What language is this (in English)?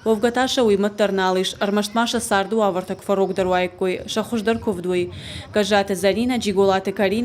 Ossetic